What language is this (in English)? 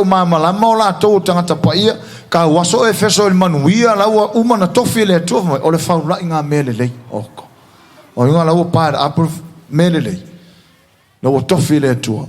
Samoan